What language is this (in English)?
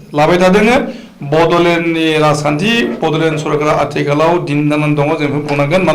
Bodo